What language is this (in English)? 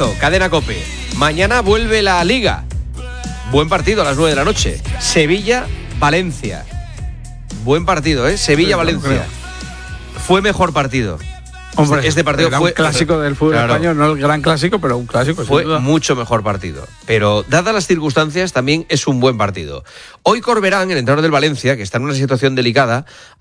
Spanish